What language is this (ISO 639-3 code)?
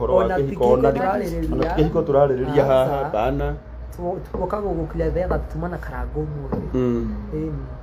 kik